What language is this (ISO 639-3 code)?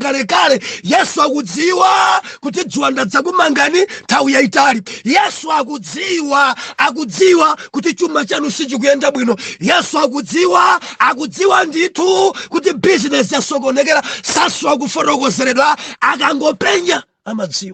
nya